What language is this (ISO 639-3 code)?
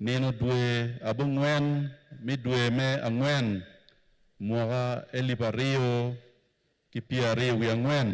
ach